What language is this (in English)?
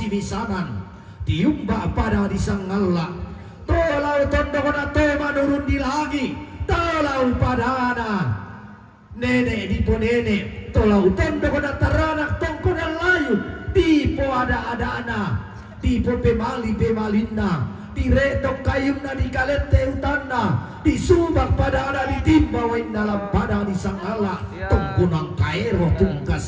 Toraja-Sa'dan